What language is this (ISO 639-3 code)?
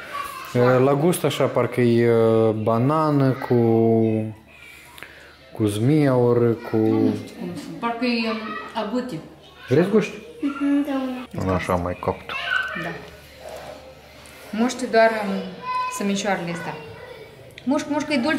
ron